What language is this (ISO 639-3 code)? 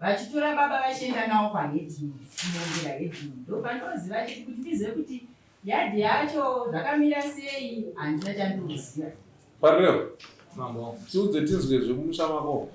sna